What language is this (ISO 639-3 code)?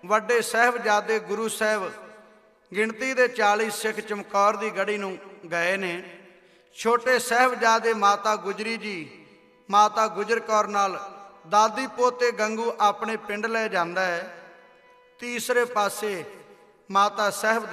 pan